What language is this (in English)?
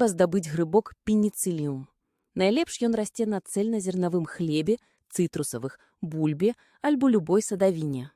Belarusian